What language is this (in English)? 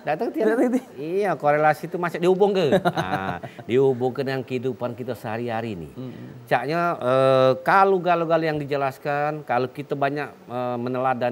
Musi